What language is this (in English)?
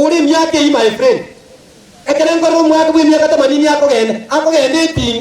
Gusii